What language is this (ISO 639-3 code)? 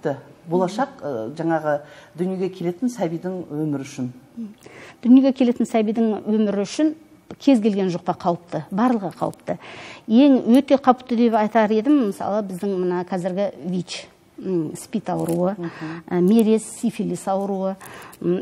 kir